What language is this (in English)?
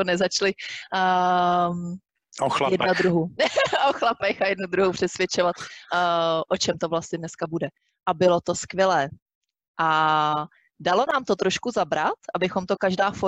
Czech